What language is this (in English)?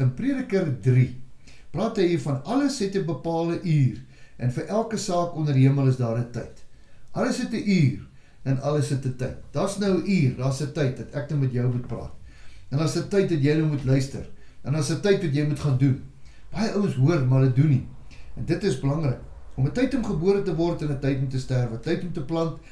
Afrikaans